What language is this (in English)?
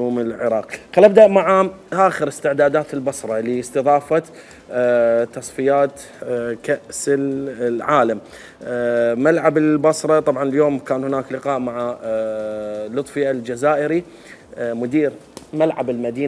Mesopotamian Arabic